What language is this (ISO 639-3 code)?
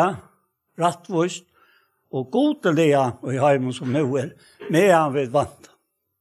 fao